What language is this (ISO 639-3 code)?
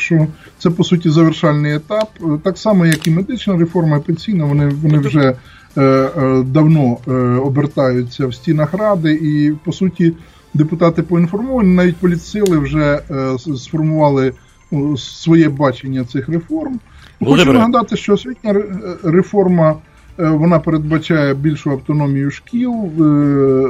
ukr